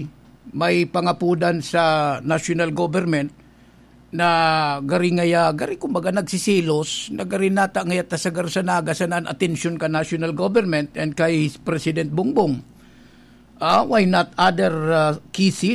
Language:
Bikol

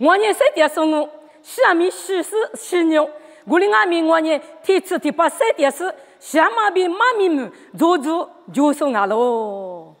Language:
Lisu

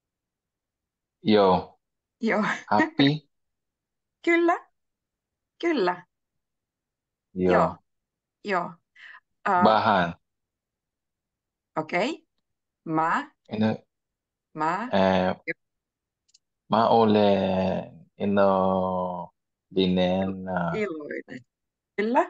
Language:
Finnish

